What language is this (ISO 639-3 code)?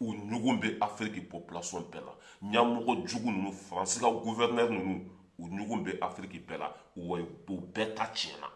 bam